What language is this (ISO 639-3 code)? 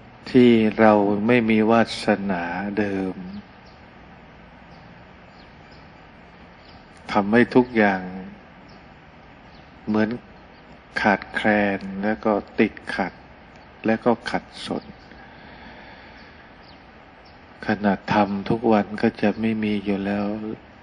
tha